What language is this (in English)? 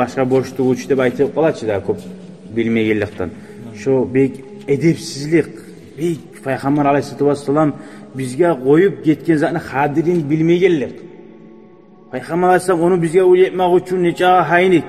Kumyk